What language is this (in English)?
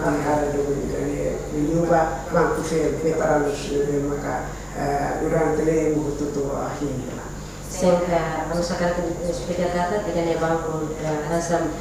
Tetum